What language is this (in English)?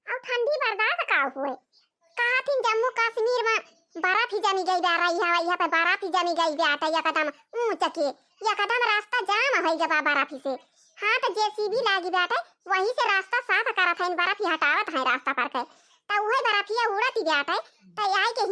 Awadhi